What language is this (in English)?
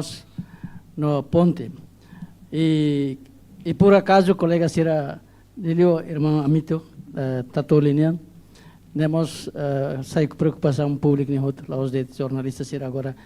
Tetum